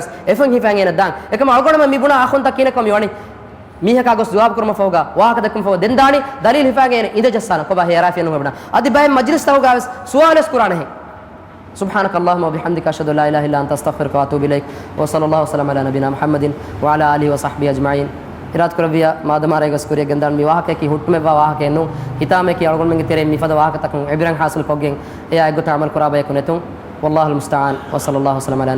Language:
Divehi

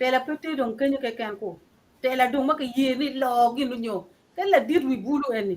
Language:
Acoli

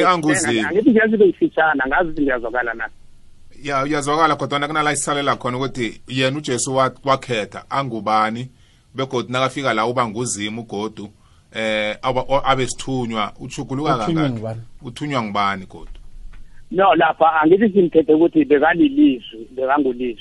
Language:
South Ndebele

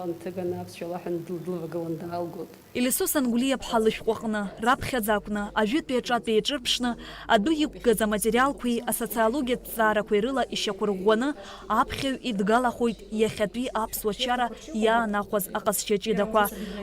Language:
Abkhazian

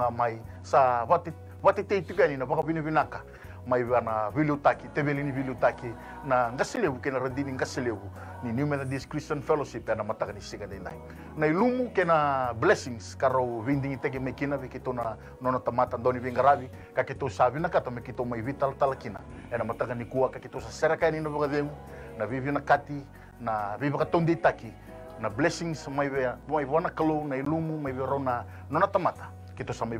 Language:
Fijian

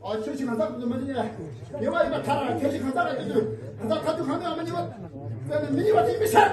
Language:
Tibetan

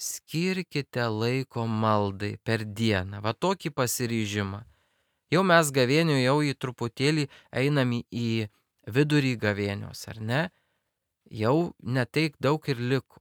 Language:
Lithuanian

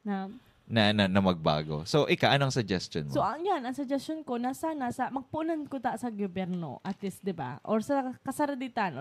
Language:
Bikol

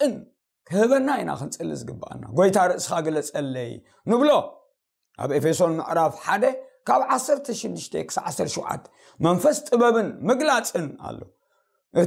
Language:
Tigrinya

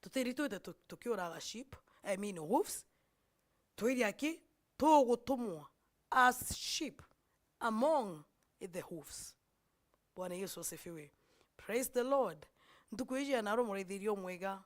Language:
Meru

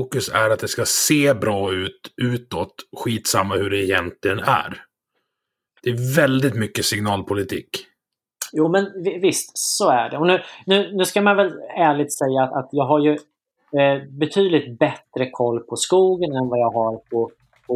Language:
Swedish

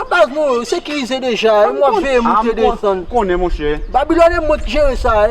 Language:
Haitian Creole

